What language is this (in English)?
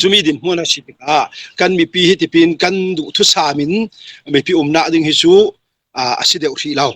Falam Chin